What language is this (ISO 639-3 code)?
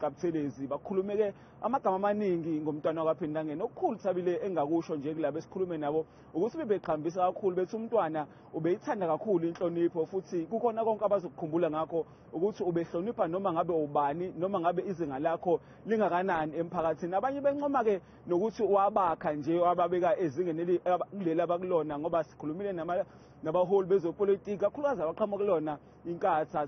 zul